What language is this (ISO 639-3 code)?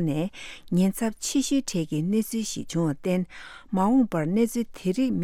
bod